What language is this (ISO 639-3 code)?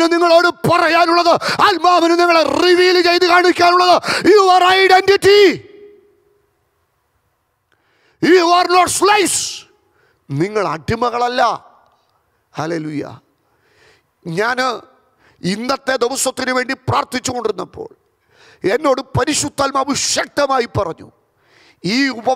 mal